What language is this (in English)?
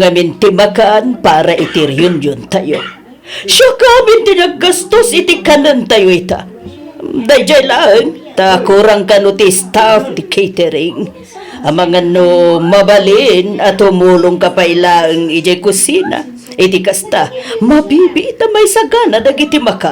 Iloko